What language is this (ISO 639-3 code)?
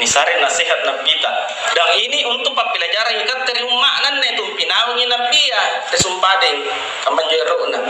mak